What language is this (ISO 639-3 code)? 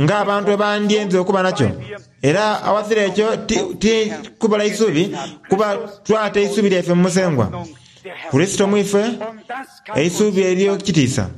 xog